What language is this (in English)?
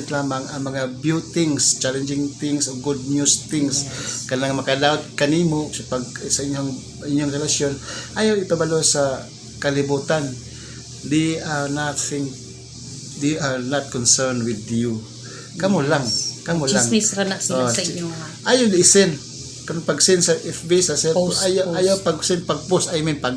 Cebuano